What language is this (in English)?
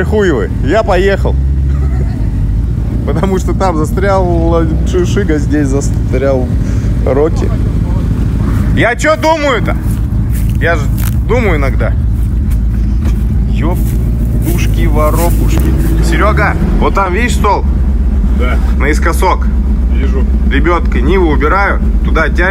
Russian